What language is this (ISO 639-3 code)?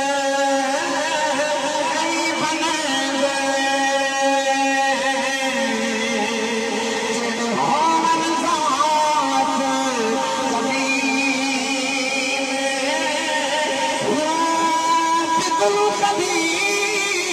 urd